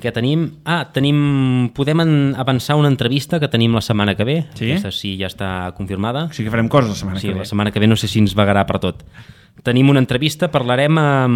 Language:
Catalan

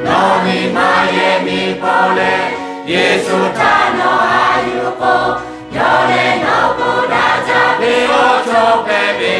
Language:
Lahu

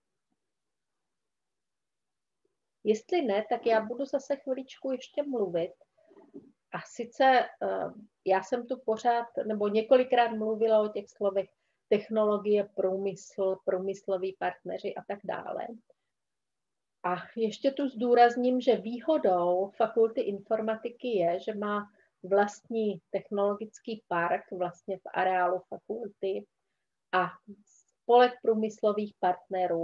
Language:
Czech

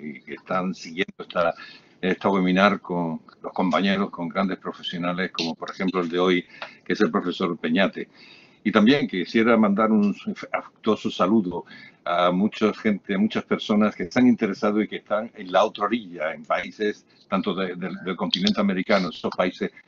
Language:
Spanish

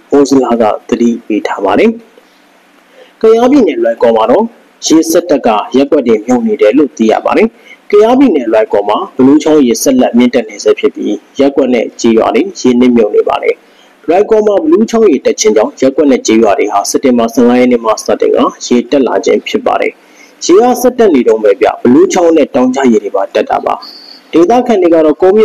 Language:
Burmese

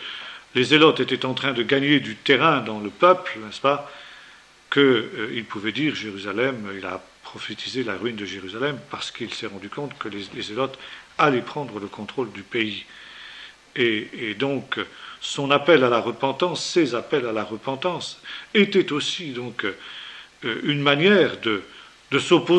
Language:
French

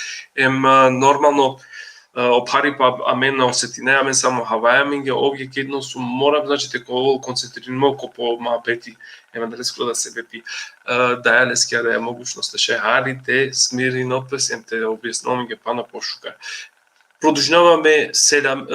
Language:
Balkan Romani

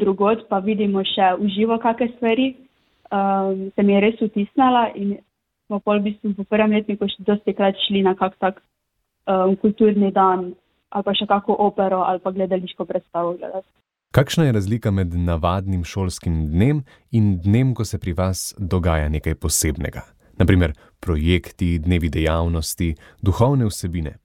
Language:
Slovenian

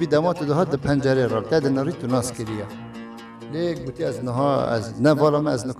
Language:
Kurdish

